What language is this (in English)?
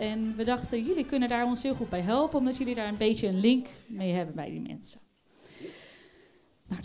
Dutch